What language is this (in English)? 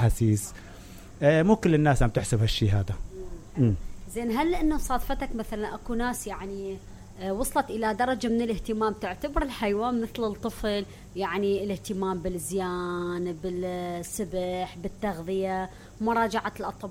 Mesopotamian Arabic